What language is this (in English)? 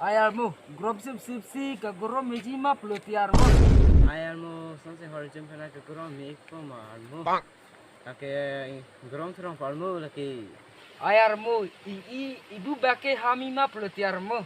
Karbi